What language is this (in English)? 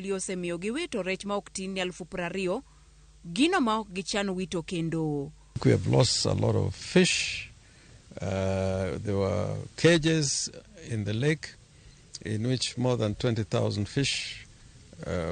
Luo (Kenya and Tanzania)